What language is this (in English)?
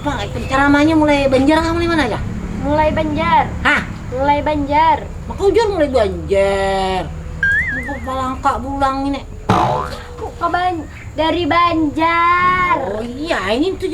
Banjar